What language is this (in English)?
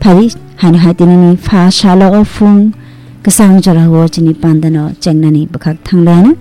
Kok Borok